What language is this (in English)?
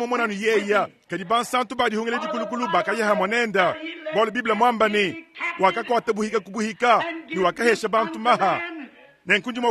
Luba-Lulua